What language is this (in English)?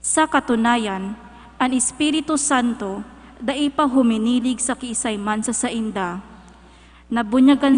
Bikol